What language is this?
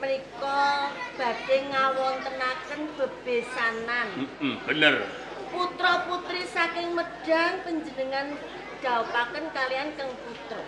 Javanese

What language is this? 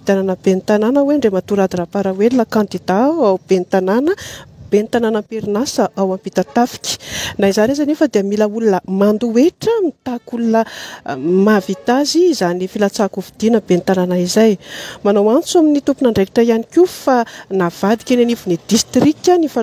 Malagasy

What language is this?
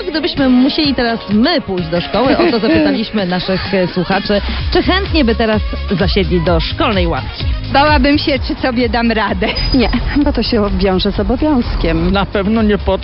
Polish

